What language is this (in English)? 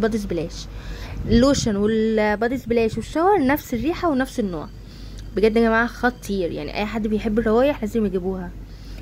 Egyptian Arabic